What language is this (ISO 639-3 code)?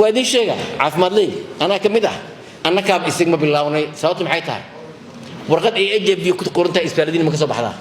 som